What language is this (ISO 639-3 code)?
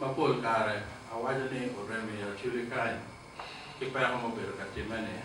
ach